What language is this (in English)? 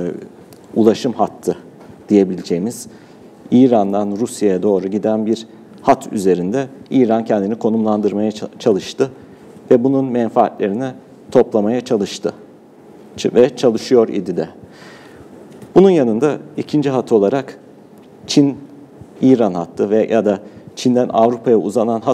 Turkish